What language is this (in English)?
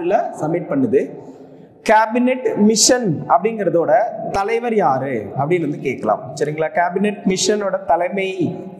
Tamil